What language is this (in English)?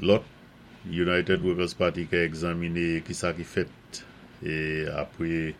Saint Lucian Creole French